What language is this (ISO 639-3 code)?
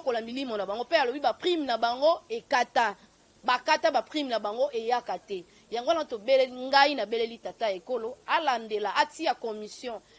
lin